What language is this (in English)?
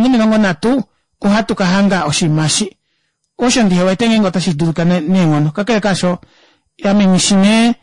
Kuanyama